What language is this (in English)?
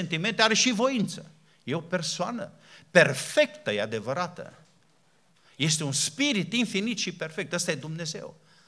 Romanian